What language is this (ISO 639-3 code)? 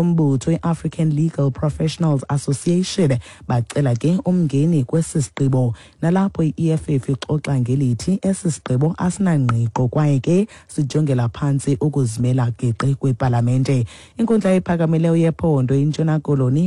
xho